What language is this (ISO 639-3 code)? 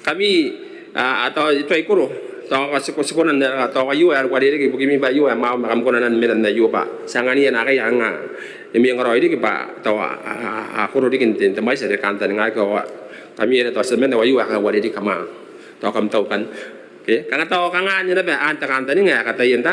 gil